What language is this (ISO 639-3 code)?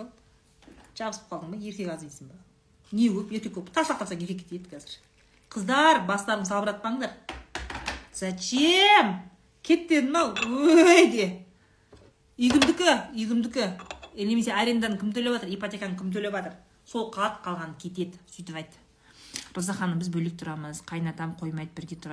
kaz